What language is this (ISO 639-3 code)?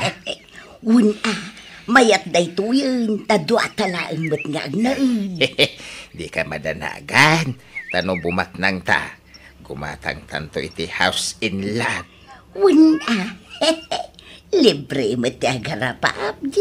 ilo